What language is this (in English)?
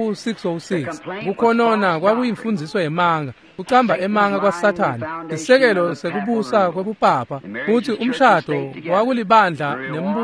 Swati